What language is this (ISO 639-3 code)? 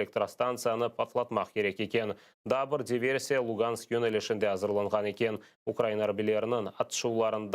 crh